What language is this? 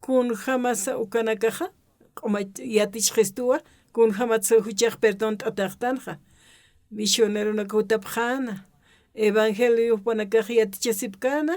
Aymara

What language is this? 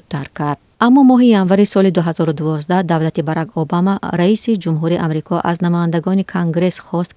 Tajik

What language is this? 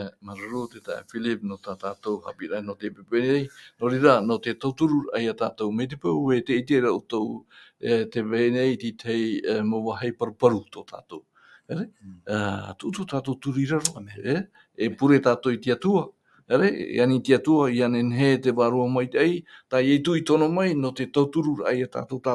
Tahitian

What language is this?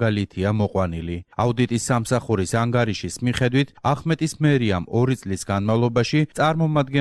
Georgian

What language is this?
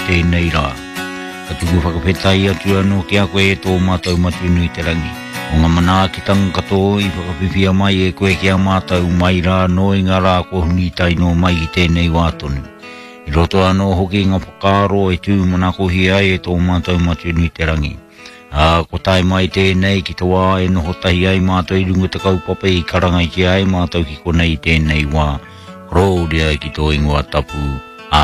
Māori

